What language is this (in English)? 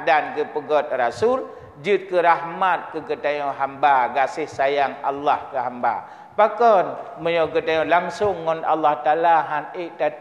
Achinese